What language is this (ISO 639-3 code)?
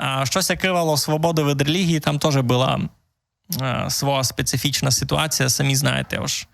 rue